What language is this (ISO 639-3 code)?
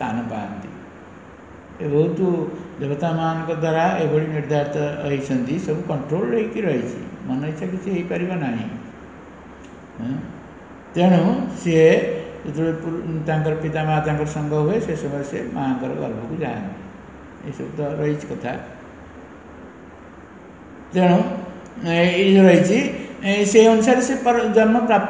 ori